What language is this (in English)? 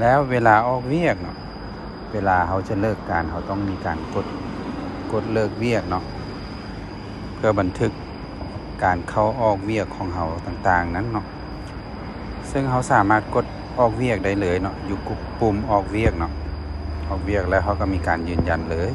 Lao